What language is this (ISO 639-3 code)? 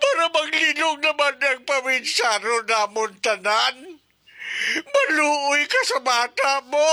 hil